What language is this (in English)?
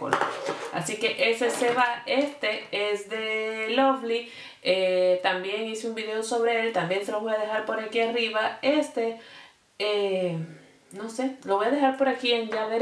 Spanish